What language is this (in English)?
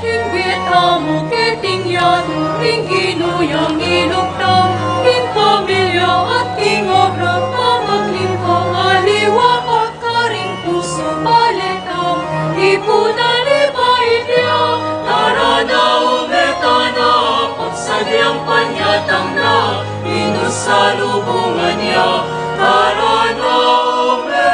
Pampanga